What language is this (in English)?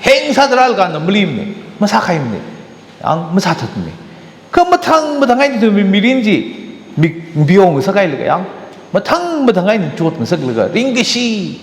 Tangkhul Naga (India)